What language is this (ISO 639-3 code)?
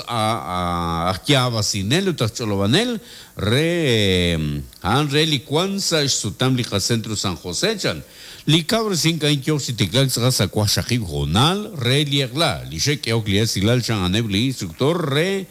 kek